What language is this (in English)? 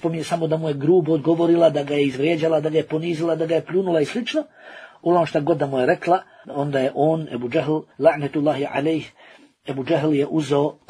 Bosnian